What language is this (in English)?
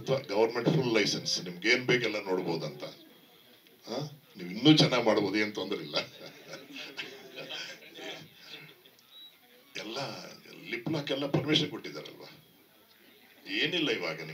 Kannada